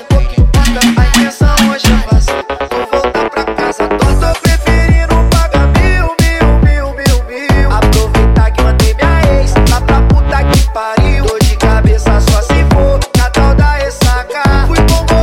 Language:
Portuguese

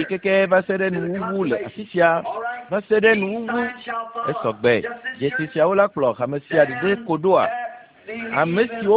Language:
Ewe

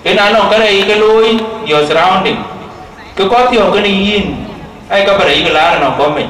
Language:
Dinka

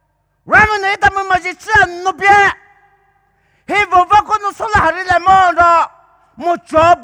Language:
Poumei Naga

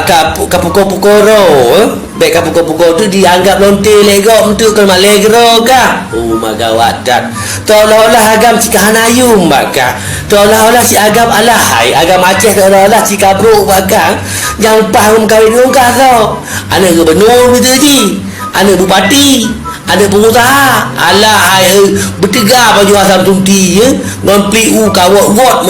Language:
Achinese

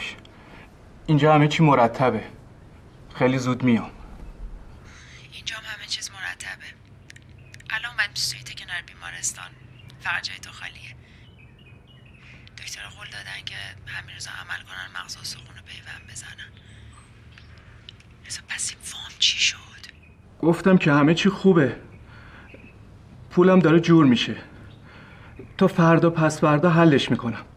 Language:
Persian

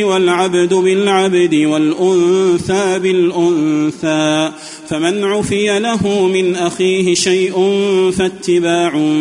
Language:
Arabic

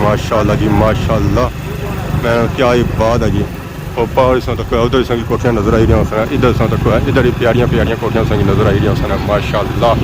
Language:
Pahari-Potwari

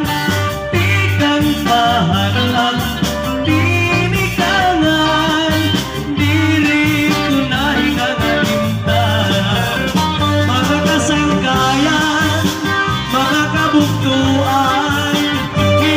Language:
Waray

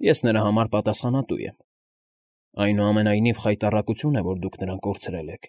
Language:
Armenian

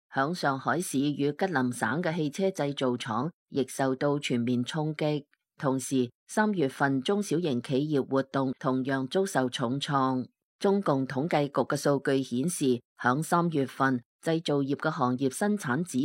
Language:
Cantonese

